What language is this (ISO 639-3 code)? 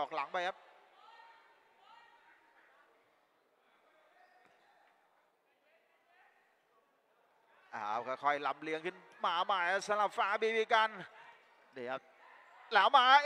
tha